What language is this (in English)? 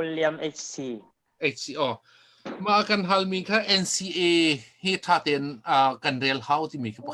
Hakha Chin